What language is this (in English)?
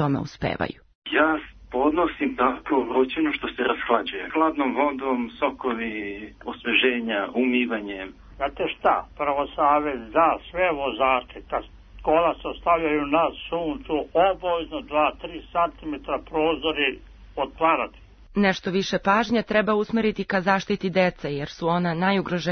Serbian